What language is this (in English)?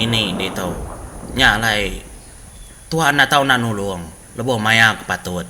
Iban